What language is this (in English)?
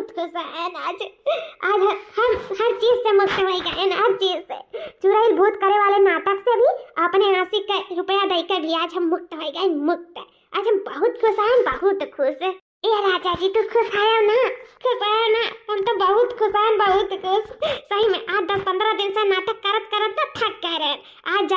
Awadhi